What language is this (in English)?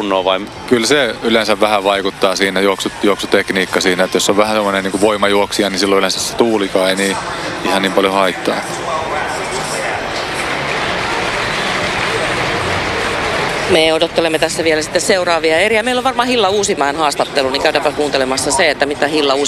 Finnish